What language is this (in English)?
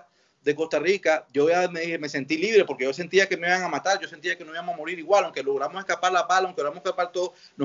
Spanish